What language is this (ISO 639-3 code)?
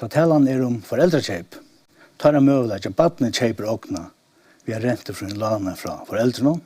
fao